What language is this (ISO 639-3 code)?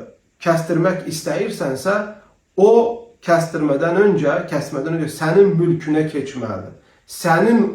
aze